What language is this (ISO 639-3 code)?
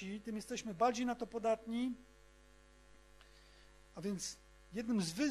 pol